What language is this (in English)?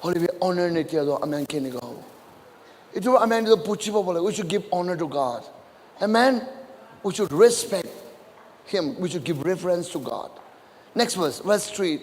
Naga Pidgin